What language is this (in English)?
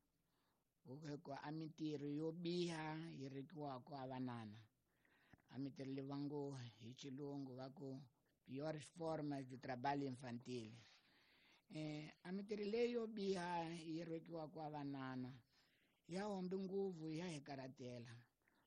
Tsonga